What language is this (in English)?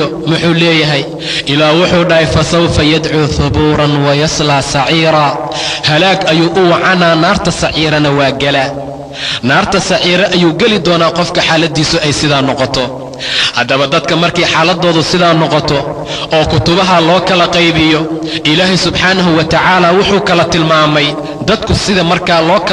Somali